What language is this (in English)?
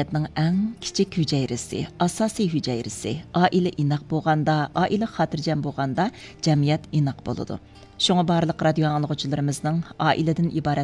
Uyghur